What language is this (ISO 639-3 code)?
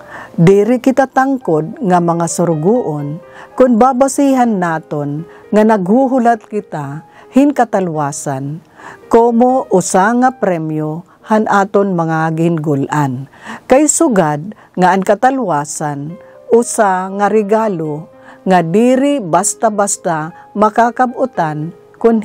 war